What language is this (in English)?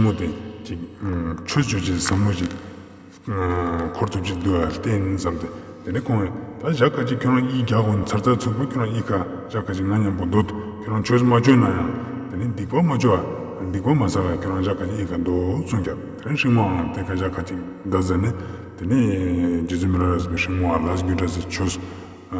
Tibetan